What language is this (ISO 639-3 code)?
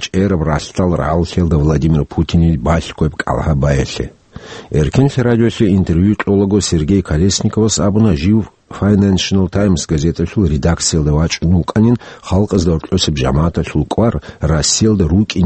ava